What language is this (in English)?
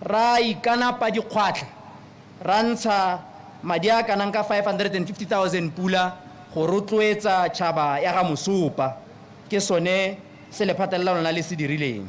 Tswana